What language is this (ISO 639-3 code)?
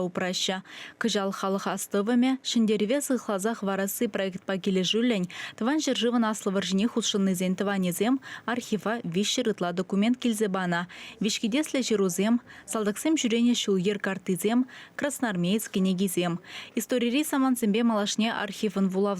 chv